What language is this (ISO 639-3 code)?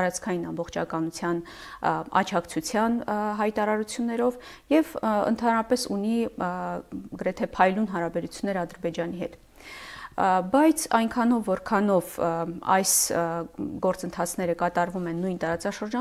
hye